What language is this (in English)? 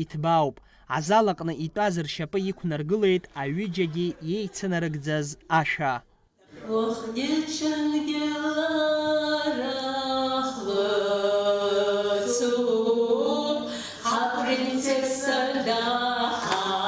Abkhazian